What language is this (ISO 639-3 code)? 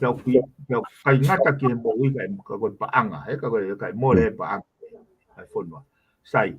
ton